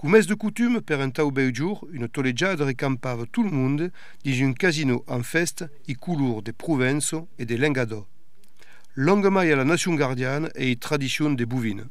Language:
Occitan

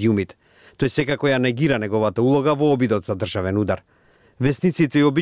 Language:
Macedonian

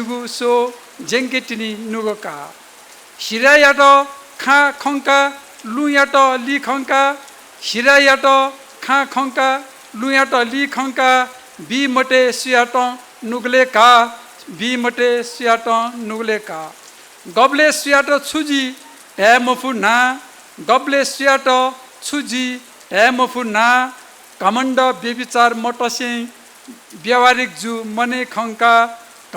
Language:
Newari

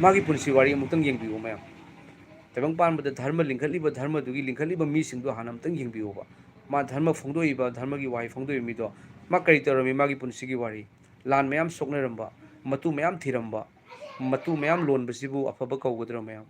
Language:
Manipuri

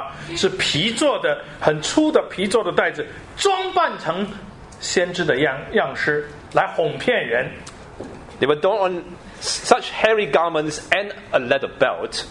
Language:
Chinese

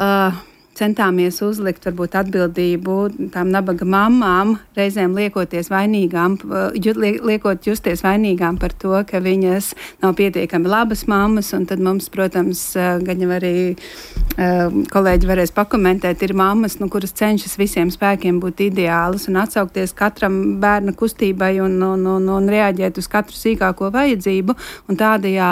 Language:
Latvian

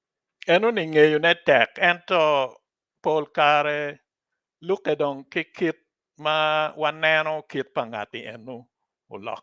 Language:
Acoli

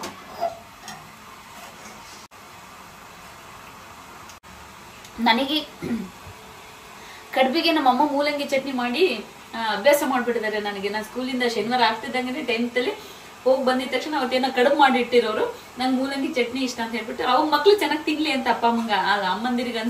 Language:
Kannada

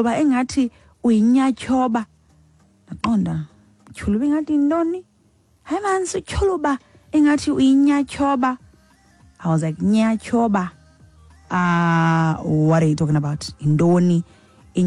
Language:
Xhosa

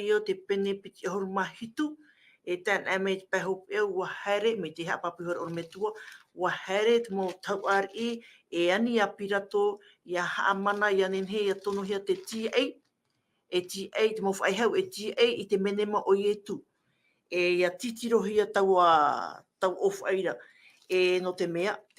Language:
Tahitian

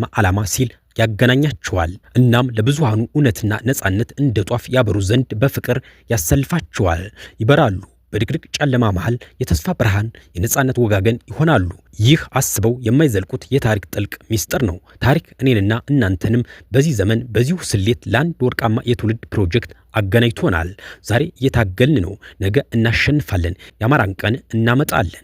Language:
Amharic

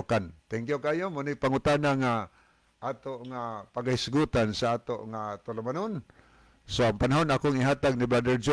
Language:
Cebuano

